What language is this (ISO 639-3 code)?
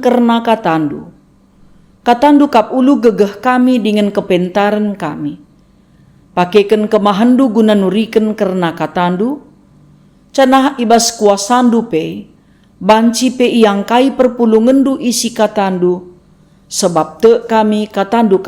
btx